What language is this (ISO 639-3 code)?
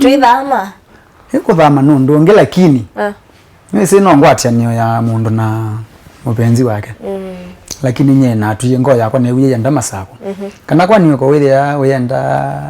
kam